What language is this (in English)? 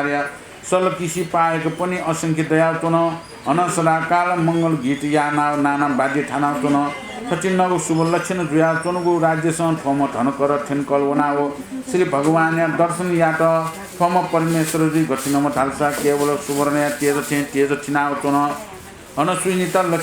Newari